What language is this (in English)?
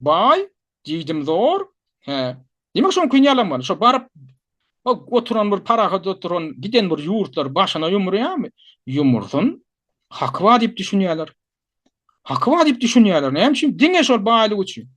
Turkmen